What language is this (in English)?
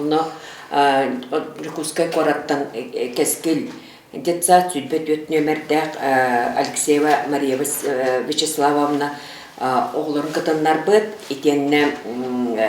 Yakut